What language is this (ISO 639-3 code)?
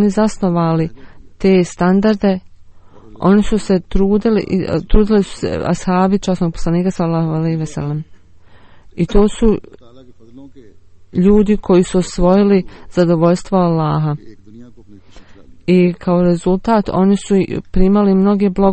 bos